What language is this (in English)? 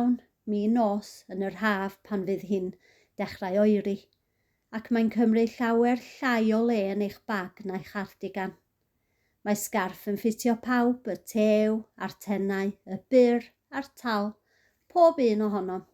Welsh